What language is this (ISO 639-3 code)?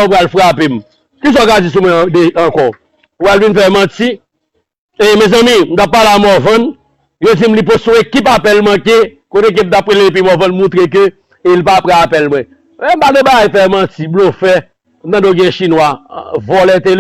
hat